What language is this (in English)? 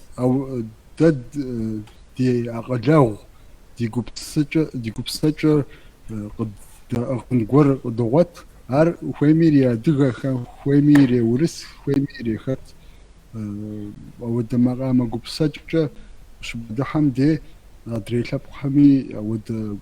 Kabardian